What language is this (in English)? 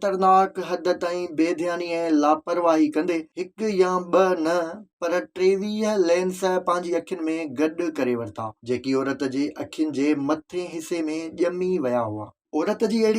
Sindhi